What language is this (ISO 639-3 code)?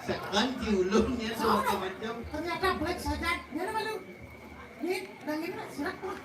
ban